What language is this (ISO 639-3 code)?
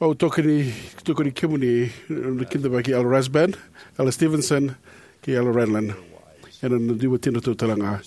fij